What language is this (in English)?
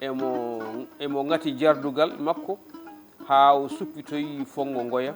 Fula